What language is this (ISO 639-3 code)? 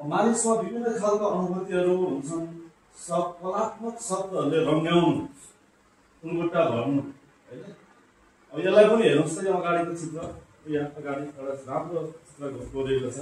nep